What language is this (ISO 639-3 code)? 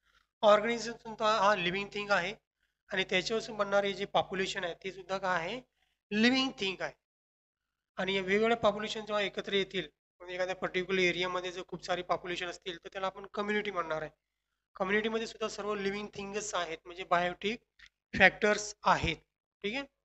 mar